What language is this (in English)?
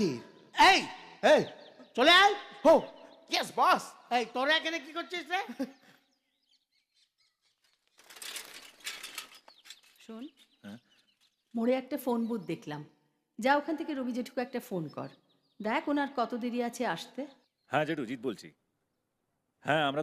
Bangla